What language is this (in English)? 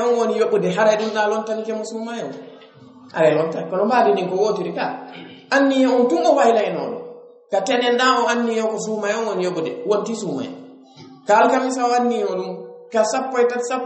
Pular